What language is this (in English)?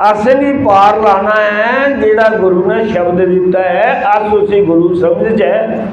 Dogri